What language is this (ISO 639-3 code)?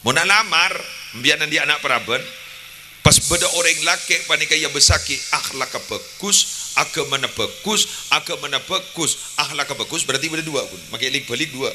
mad